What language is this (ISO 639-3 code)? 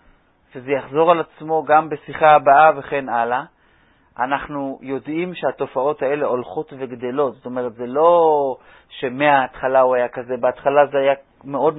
heb